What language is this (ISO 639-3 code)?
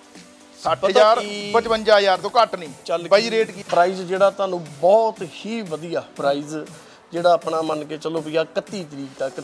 pan